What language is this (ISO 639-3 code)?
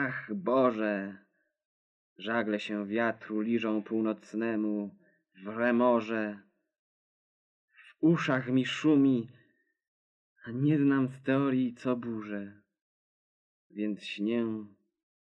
pol